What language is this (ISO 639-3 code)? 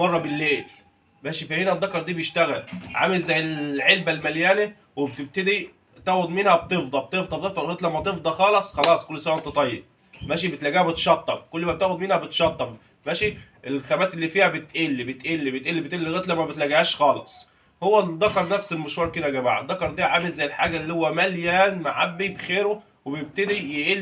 arz